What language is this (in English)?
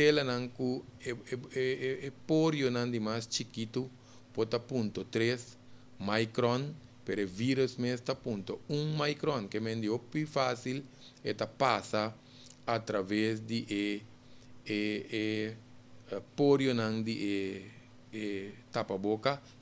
Papiamento